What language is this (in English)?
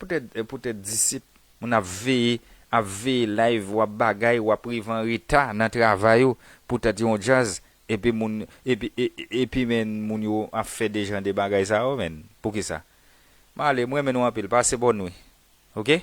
Haitian Creole